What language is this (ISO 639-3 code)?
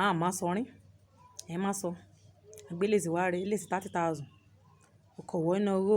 yor